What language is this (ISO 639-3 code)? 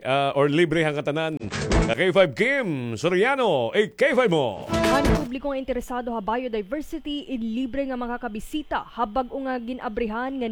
war